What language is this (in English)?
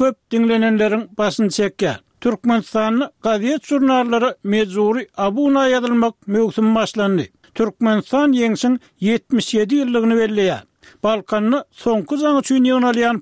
Turkmen